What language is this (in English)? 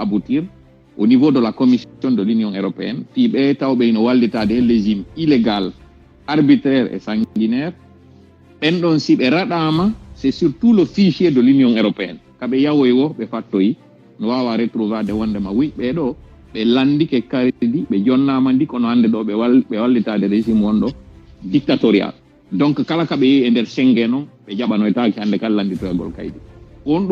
Fula